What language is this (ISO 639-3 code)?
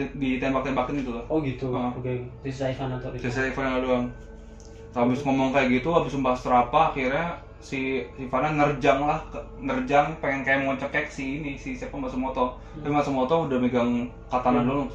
ind